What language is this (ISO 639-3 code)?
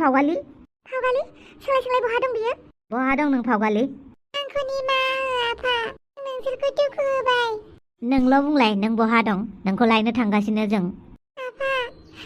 brx